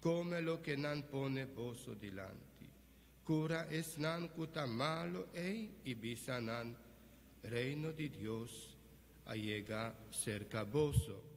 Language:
Papiamento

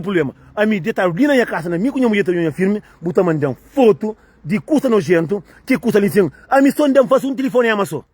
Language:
Kabuverdianu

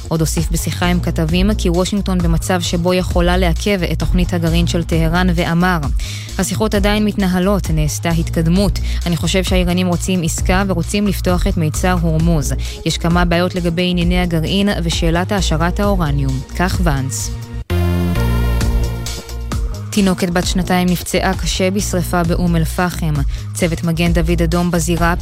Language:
Hebrew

